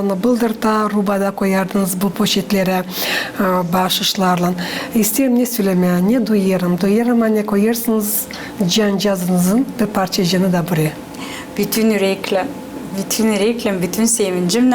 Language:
Gagauz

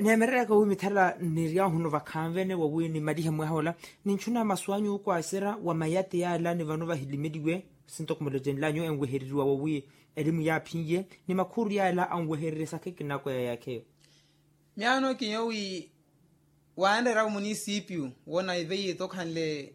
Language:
Makhuwa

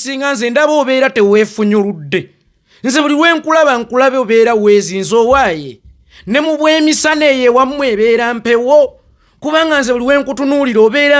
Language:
Ganda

